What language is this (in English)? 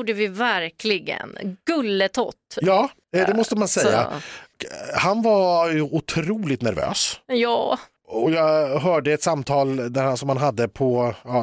Swedish